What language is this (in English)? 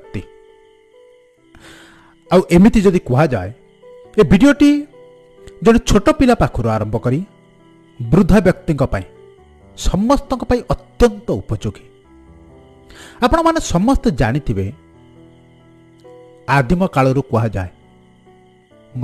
Odia